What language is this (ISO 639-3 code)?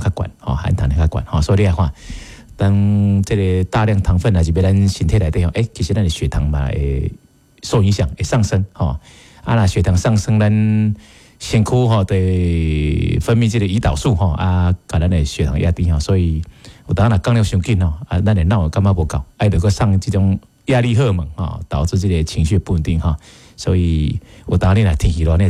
nan